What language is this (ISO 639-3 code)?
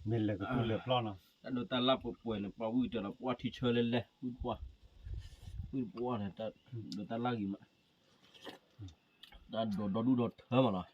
ksw